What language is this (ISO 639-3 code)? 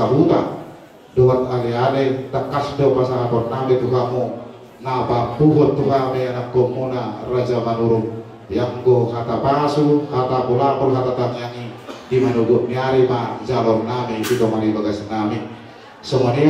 bbc